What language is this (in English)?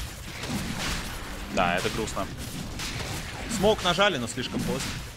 Russian